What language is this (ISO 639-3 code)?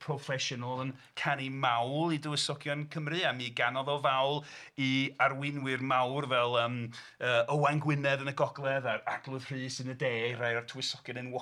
cym